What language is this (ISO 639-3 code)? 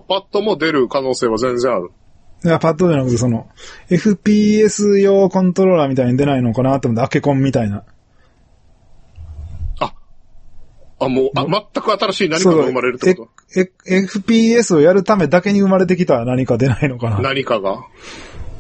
jpn